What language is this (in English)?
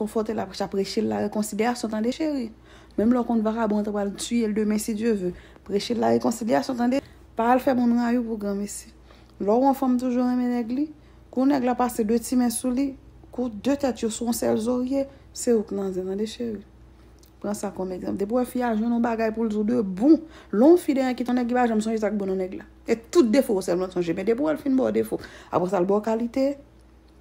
Haitian Creole